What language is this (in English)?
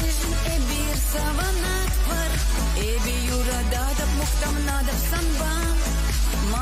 Chuvash